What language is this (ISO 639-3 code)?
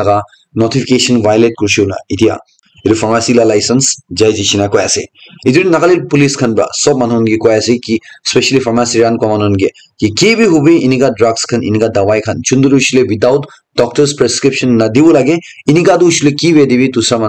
nag